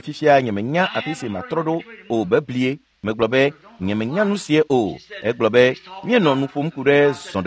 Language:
Ewe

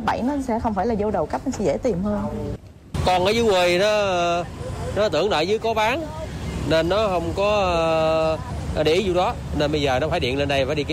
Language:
Vietnamese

